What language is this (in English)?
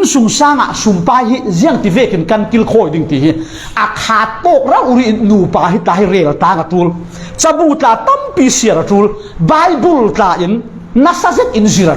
Falam Chin